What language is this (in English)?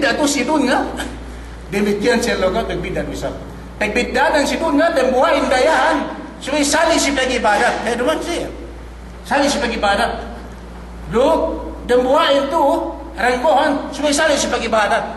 Yakan